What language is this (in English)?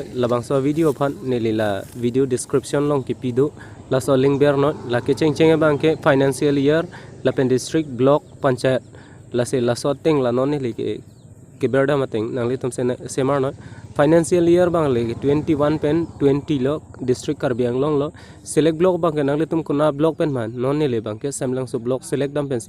Karbi